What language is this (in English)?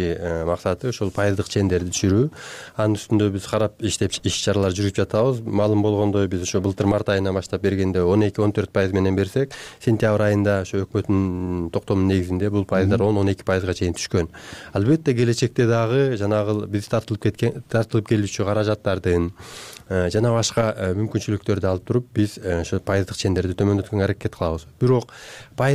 Kyrgyz